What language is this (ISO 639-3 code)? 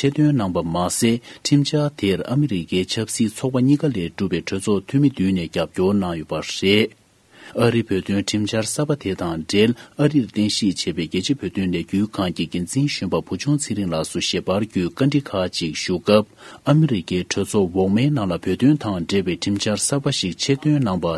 bod